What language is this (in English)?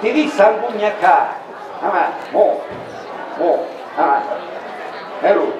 Sicilian